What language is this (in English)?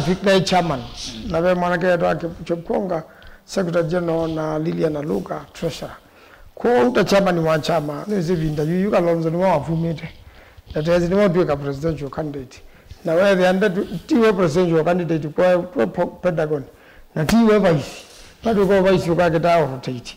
Kamba